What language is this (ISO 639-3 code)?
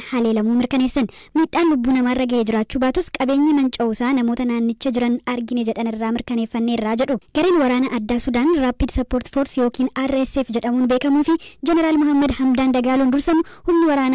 orm